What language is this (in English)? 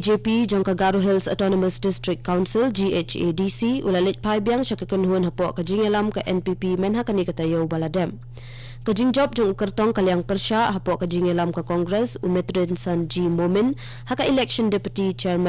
Khasi